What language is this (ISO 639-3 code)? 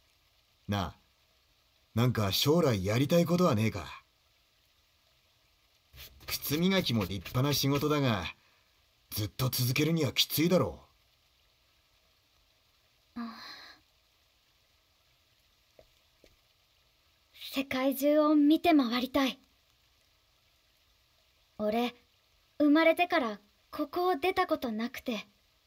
jpn